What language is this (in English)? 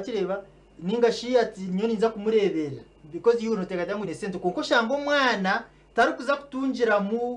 Nyankole